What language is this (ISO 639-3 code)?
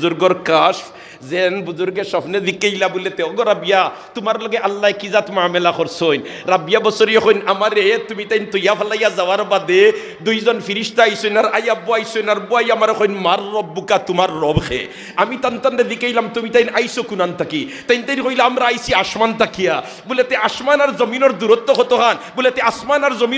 syl